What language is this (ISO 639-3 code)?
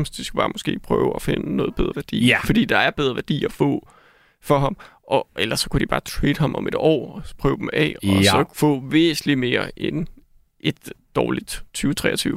dan